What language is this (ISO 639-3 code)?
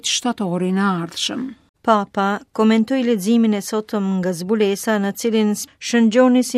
sqi